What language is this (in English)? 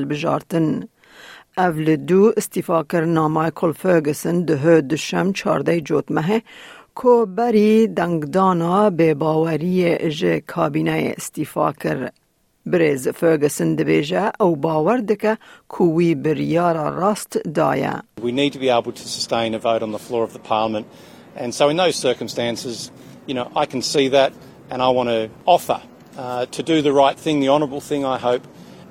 Kurdish